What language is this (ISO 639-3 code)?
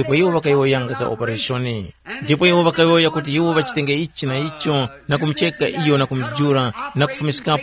tum